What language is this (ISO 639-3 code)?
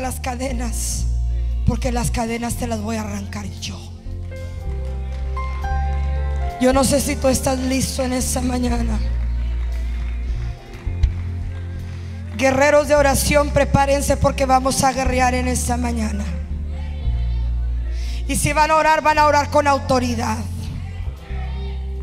spa